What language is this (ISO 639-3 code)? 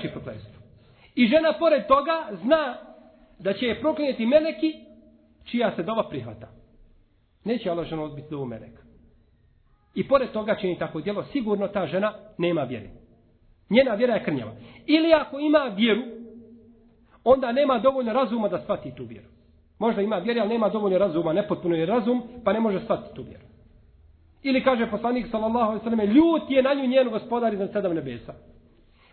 bos